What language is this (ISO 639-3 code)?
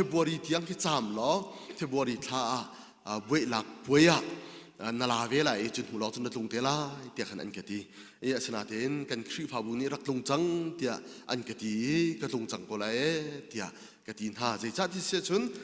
cnh